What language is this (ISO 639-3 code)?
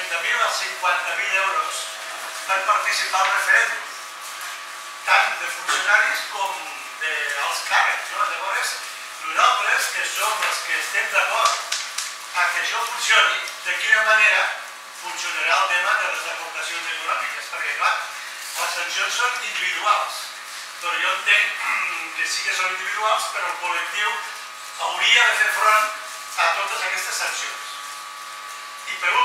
cat